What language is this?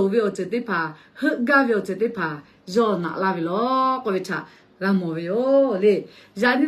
Lahu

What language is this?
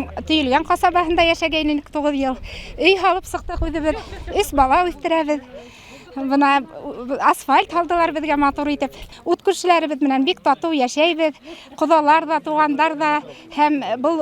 Bashkir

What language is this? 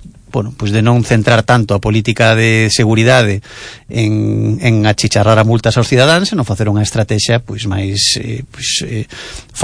Galician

